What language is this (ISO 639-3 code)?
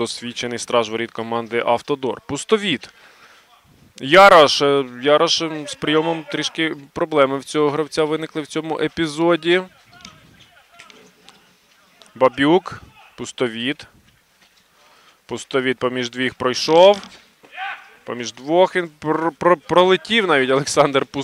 ukr